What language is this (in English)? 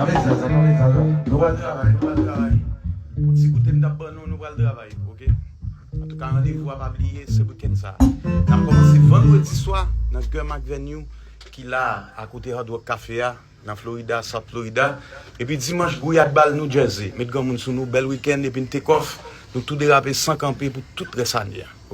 Haitian Creole